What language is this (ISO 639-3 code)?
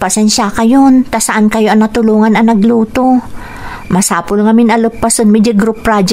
ilo